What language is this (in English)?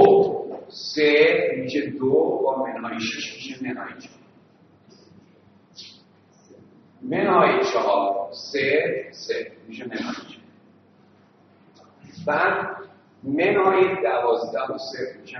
Persian